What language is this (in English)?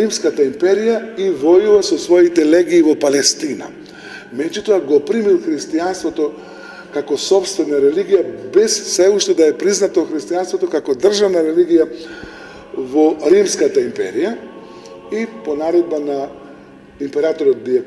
Macedonian